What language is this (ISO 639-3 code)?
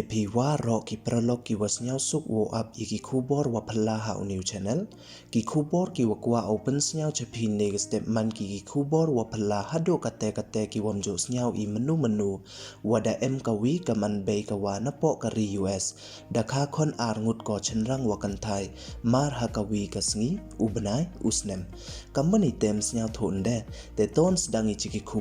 pbv